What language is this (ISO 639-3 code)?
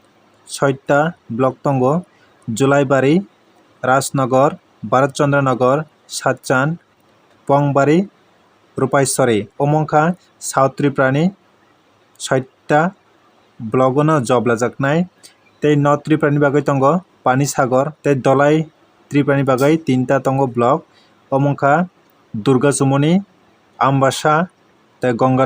trp